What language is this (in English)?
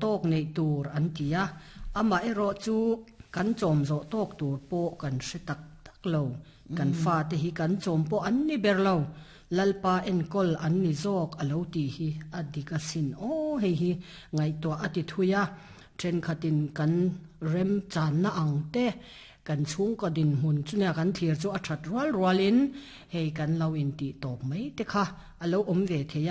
Mizo